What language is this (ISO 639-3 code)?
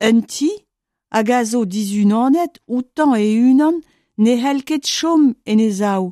bre